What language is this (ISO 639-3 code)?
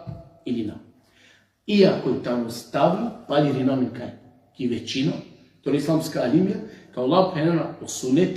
rmn